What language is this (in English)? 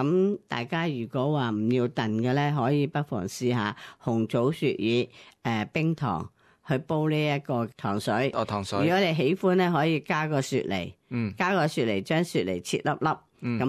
Cantonese